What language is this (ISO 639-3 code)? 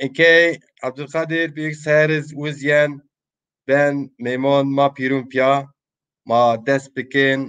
zza